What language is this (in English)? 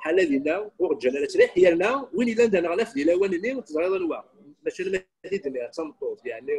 Kabyle